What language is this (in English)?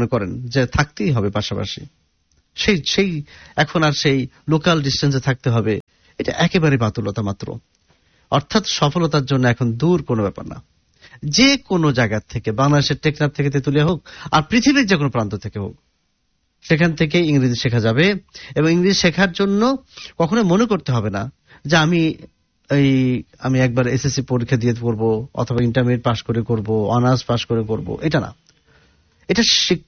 Bangla